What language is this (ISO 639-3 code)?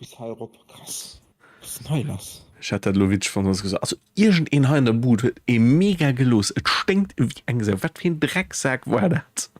ltz